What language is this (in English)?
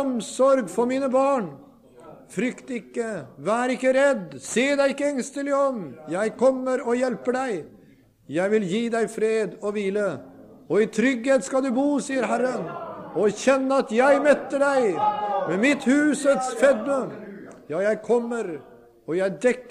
Norwegian